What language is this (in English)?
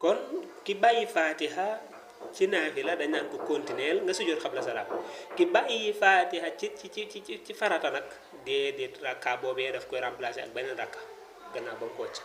Wolof